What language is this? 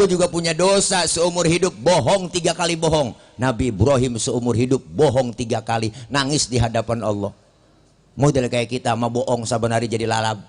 Betawi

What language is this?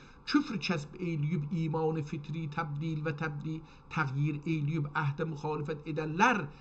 South Azerbaijani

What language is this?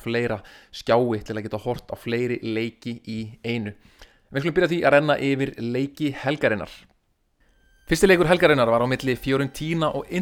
Icelandic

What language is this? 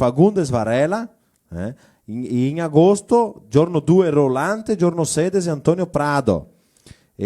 Venetian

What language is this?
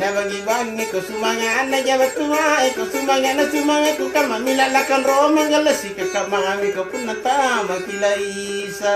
Makasar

